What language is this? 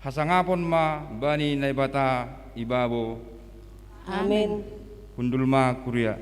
Batak Simalungun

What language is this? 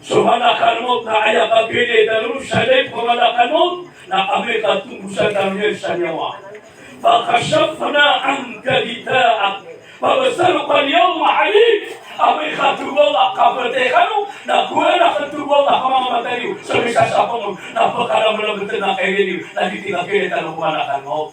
Maranao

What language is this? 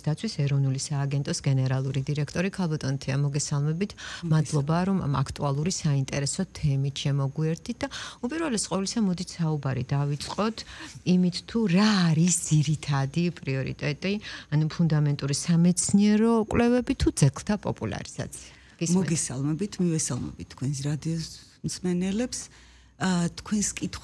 Georgian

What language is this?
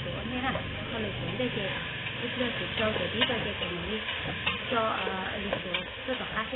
Hmong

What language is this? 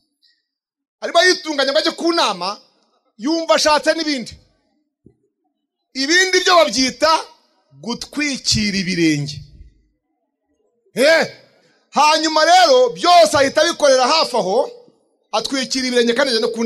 Kinyarwanda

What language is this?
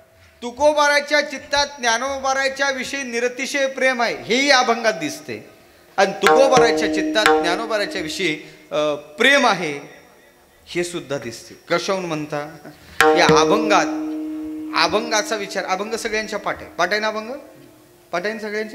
Marathi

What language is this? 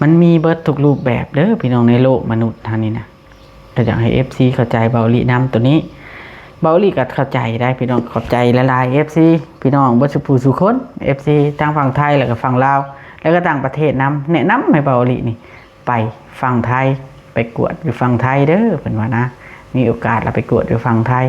Lao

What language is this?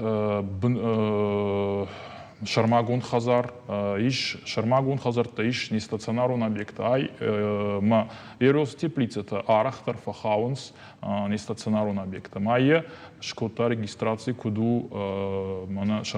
Ossetic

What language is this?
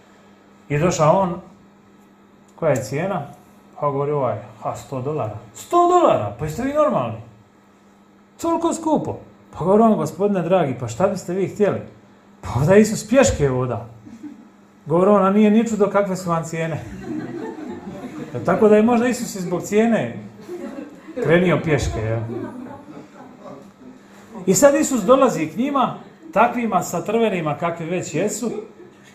Croatian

